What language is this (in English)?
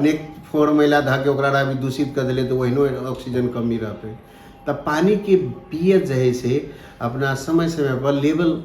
Maithili